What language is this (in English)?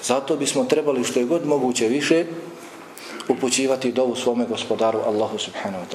Bosnian